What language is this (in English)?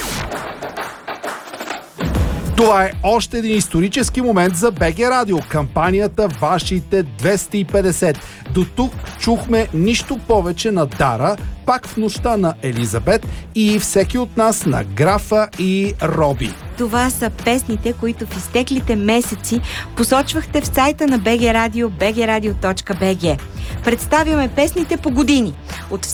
Bulgarian